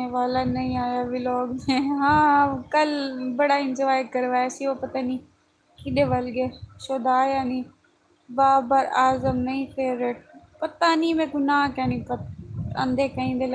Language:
Saraiki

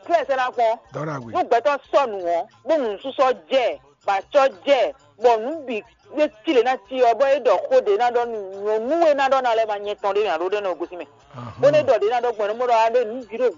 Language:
Fon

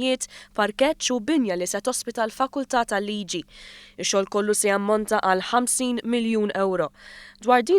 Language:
Maltese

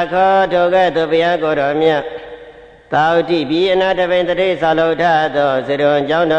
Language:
Burmese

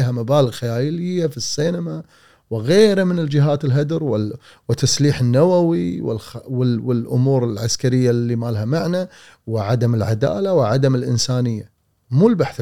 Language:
Gulf Arabic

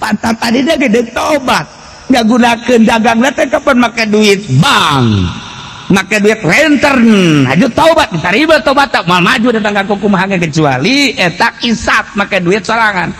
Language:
Sundanese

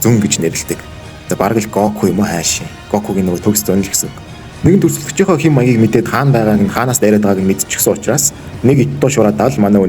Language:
Mongolian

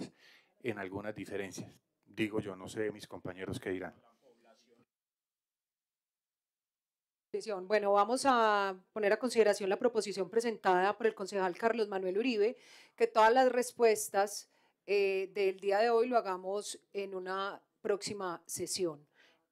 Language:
Spanish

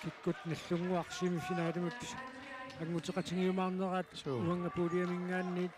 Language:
Kalaallisut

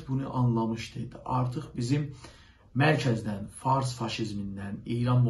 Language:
South Azerbaijani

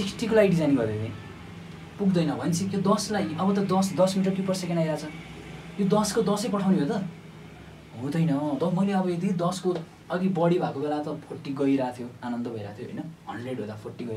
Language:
Nepali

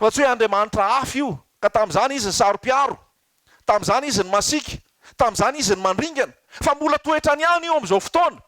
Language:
Malagasy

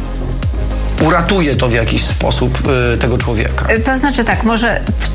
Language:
Polish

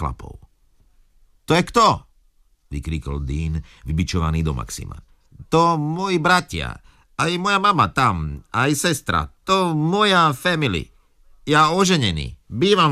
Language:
Slovak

